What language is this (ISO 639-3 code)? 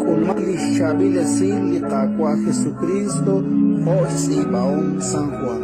kek